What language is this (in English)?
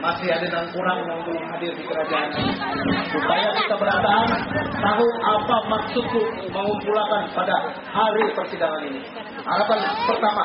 Banjar